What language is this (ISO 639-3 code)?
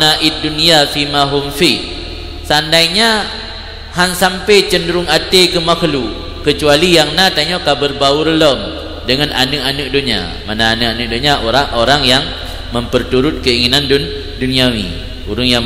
ace